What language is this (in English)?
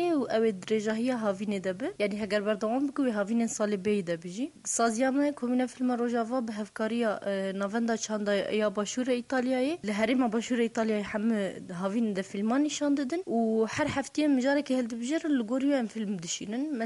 Kurdish